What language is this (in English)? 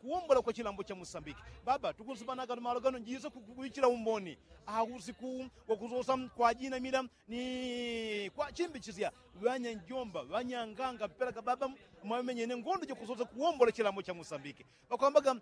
Yao